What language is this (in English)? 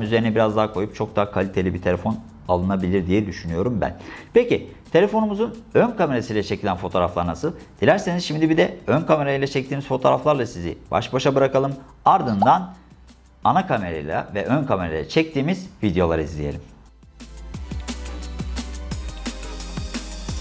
Turkish